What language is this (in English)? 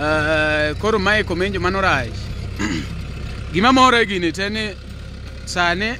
Luo (Kenya and Tanzania)